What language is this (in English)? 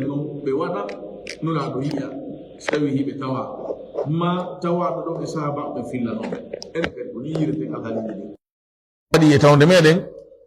Fula